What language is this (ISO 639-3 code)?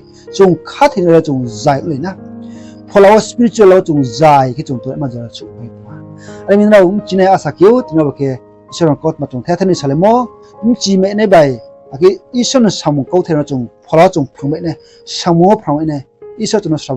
ria